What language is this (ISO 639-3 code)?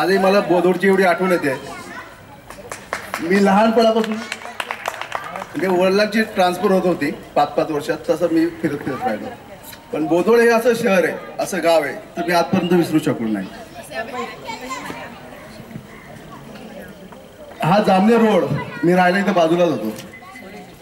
mar